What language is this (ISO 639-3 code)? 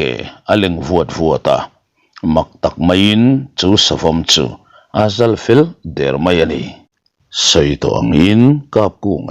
lus